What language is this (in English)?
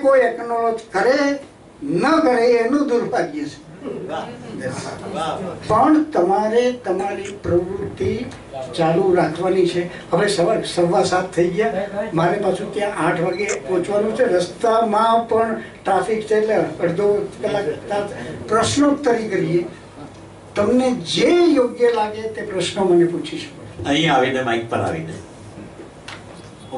Gujarati